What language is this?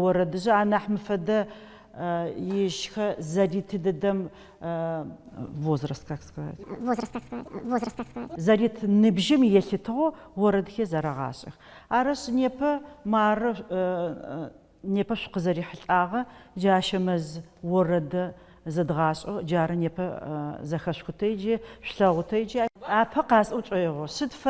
Adyghe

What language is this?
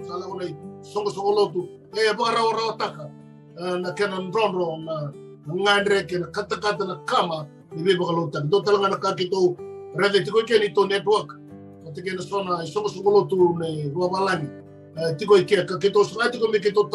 Fijian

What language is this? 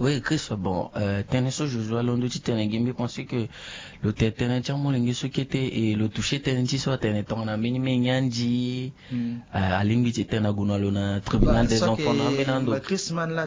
Sango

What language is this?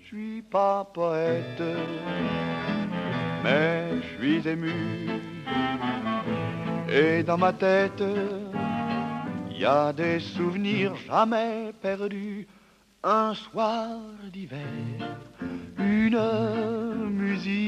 French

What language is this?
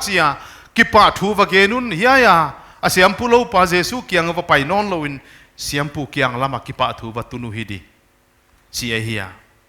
Paite Chin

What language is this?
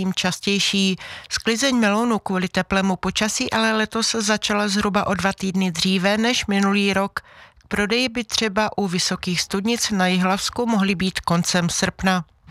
Czech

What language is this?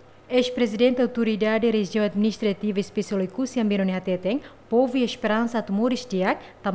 Tetum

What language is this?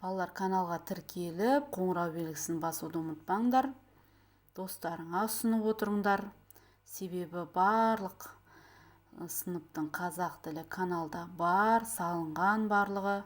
Kazakh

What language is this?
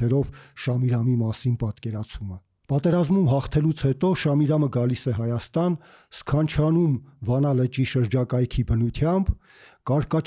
Armenian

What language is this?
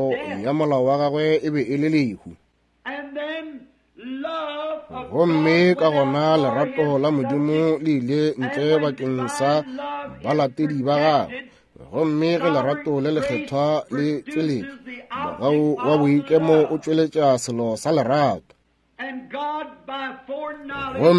Northern Sotho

